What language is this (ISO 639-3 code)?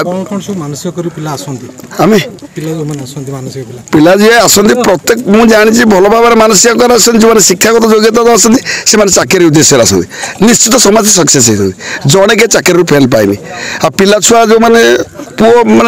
ori